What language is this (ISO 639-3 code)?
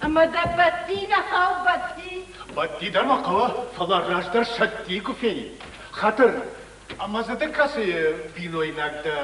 oss